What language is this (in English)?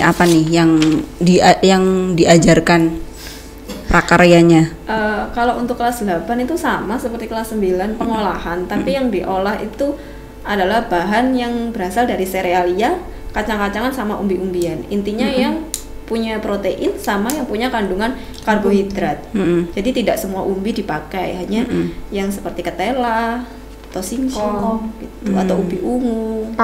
Indonesian